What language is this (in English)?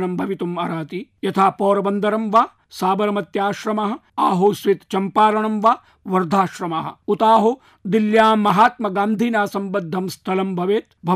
Sanskrit